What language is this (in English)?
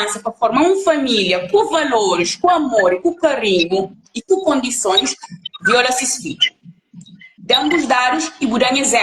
Kabuverdianu